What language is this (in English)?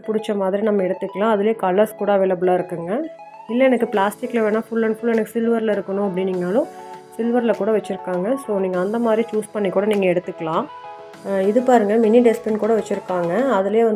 Tamil